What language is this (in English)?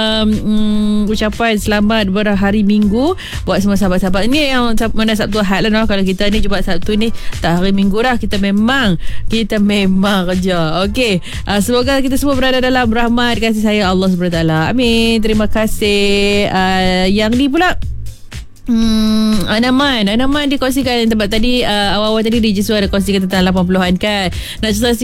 Malay